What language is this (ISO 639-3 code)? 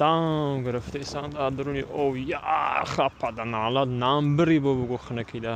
tgk